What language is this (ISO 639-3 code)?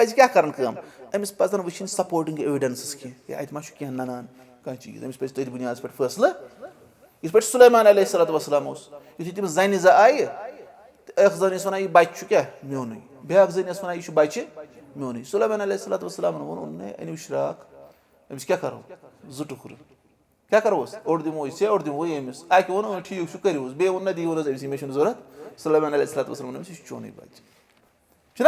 kas